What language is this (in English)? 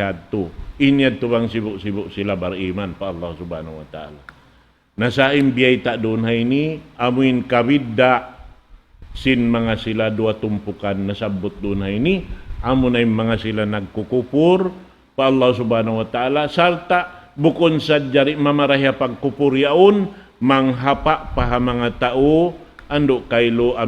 Tausug